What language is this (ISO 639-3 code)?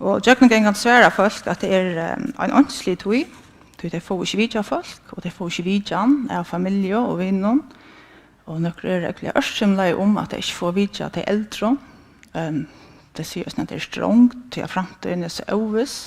fao